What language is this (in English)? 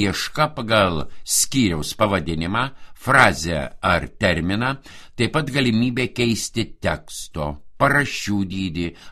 Lithuanian